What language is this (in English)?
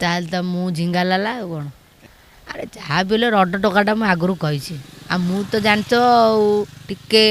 Odia